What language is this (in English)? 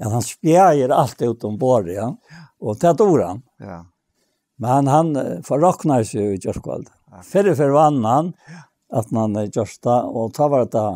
Faroese